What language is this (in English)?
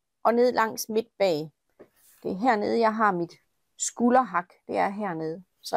Danish